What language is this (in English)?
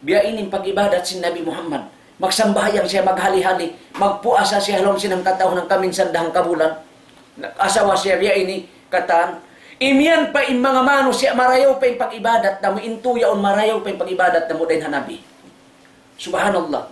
Tausug